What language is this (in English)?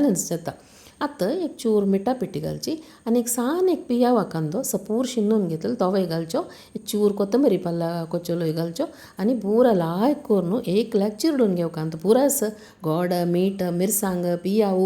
Konkani